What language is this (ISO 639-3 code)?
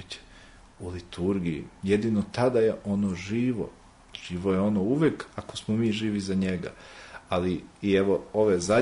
srp